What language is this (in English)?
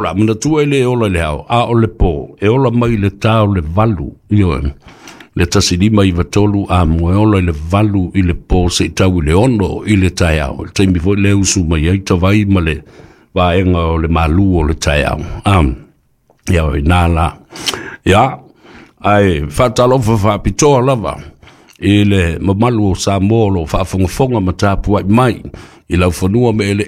Samoan